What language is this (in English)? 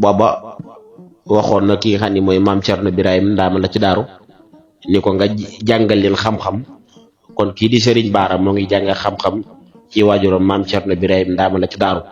Wolof